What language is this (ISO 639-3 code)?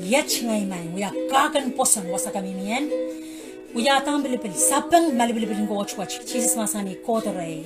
pon